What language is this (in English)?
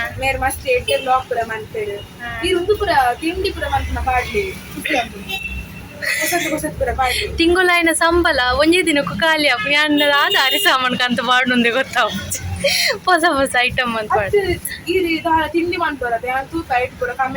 Tulu